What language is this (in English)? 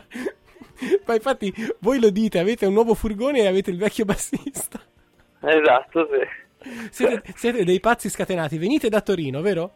Italian